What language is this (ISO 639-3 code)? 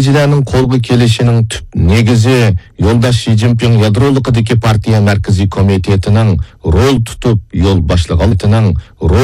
uig